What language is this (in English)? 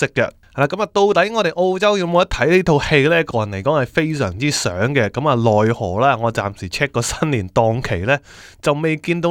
Cantonese